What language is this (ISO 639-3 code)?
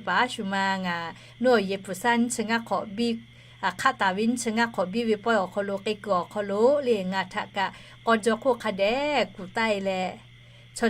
lhu